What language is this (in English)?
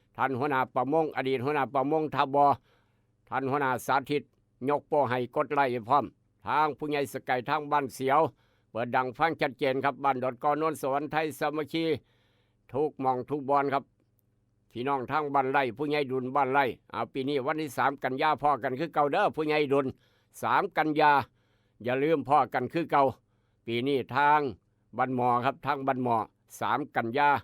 Northeastern Thai